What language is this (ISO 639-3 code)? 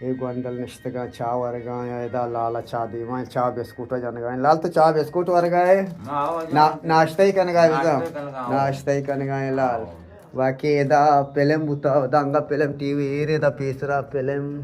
bgp